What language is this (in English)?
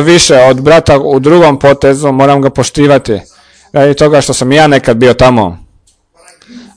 Croatian